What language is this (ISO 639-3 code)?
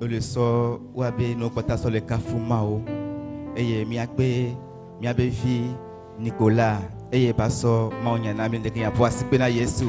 ewe